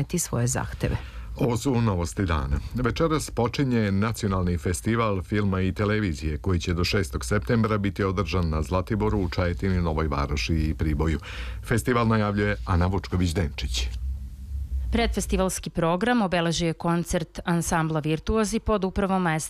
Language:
Serbian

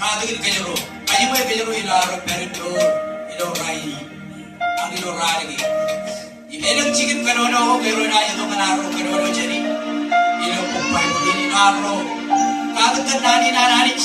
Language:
Marshallese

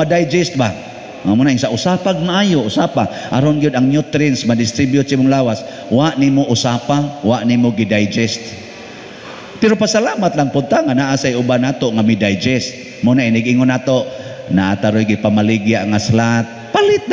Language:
Cebuano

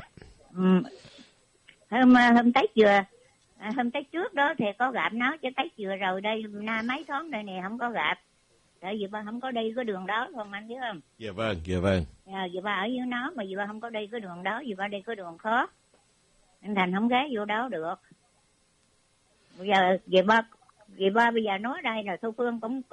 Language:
Vietnamese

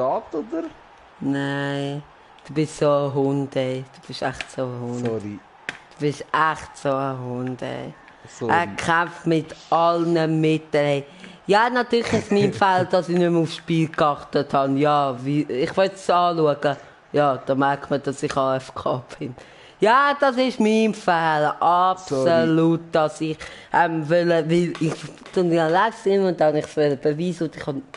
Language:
Swiss German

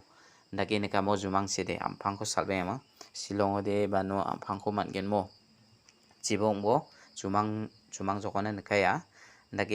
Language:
Garo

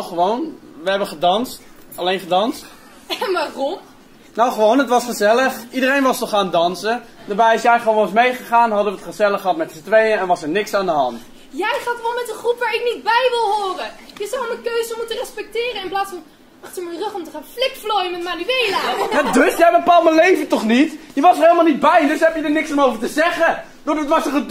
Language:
Dutch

